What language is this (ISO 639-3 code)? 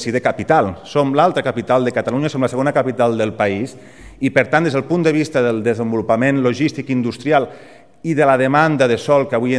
cat